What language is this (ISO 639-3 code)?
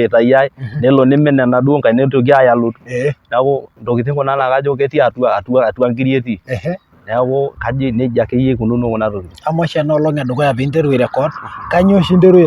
mas